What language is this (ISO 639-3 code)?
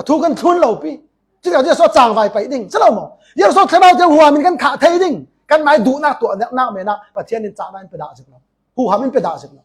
cfm